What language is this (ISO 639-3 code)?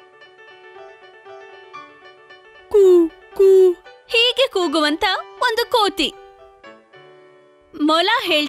kan